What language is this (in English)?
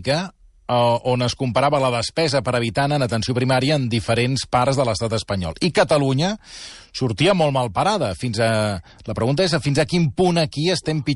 Catalan